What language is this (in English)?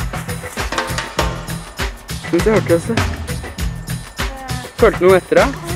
Norwegian